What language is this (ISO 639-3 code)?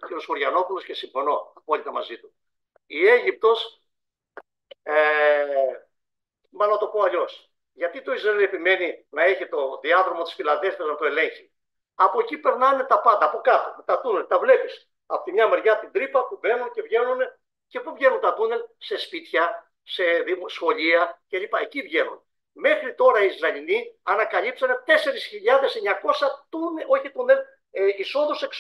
ell